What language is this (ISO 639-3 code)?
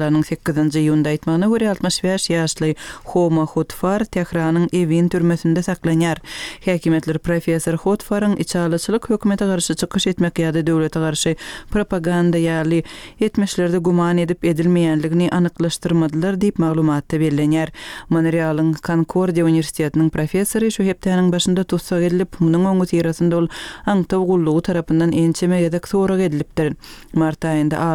tuk